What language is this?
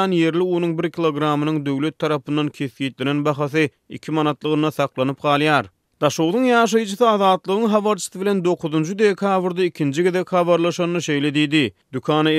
Turkmen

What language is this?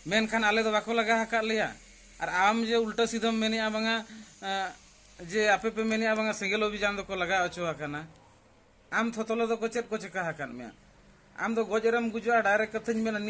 Santali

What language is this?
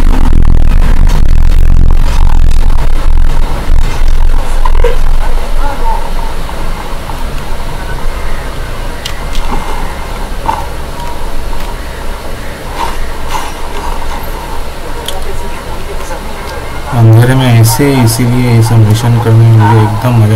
Hindi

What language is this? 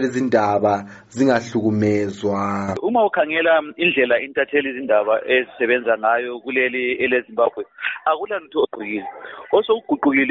North Ndebele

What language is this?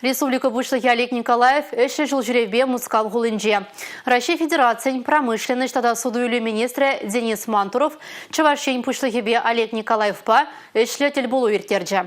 Chuvash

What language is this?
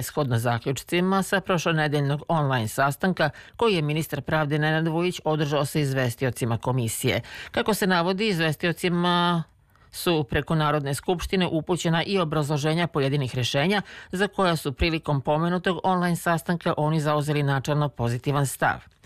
Serbian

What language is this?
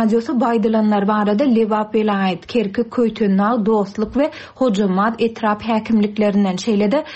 Turkmen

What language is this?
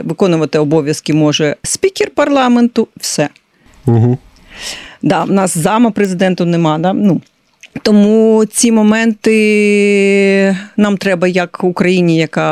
Ukrainian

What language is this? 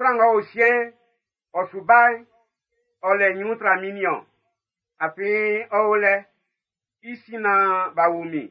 Baoulé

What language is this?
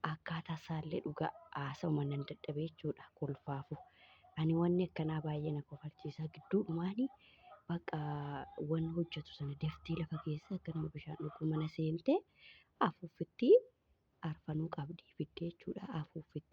Oromo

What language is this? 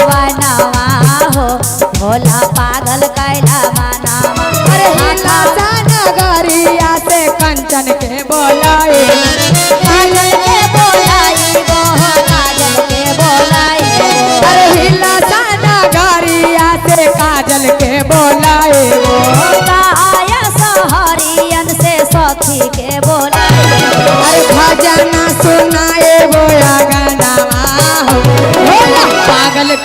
Magahi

